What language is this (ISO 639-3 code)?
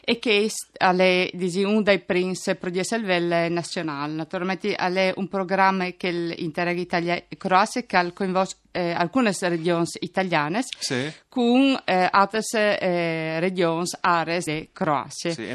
fur